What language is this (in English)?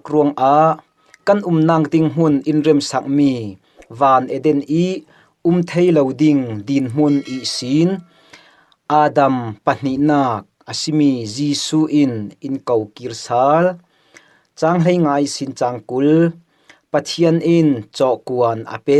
Falam Chin